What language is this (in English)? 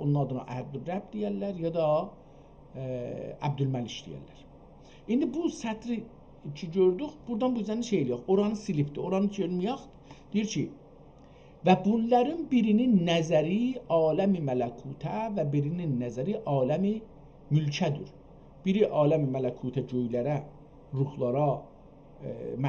South Azerbaijani